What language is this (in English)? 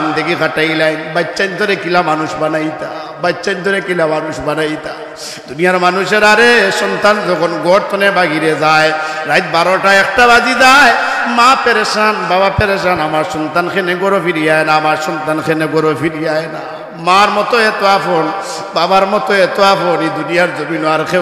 Sylheti